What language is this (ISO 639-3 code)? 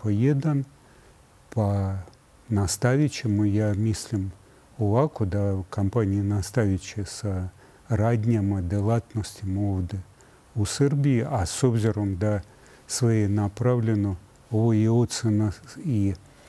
srp